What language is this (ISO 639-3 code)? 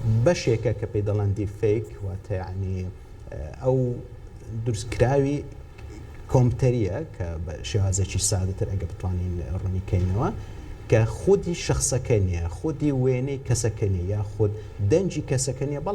ckb